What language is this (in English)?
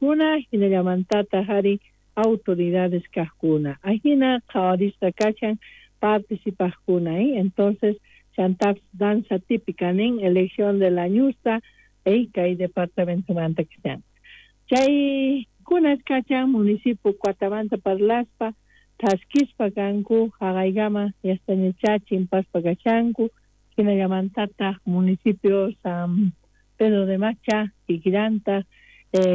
South Bolivian Quechua